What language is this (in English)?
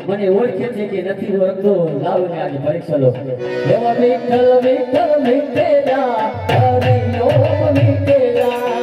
Gujarati